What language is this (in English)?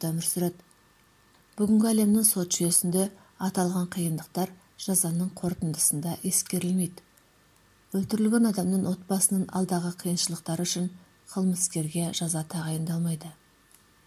Kazakh